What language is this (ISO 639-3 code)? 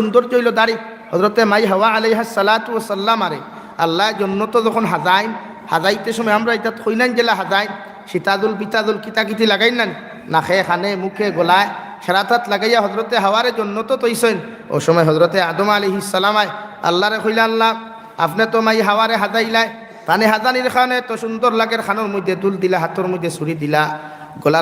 syl